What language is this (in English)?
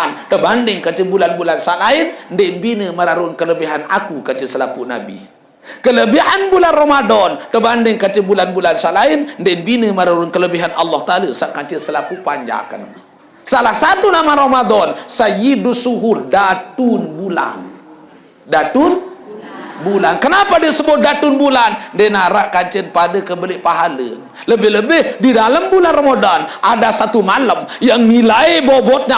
Sasak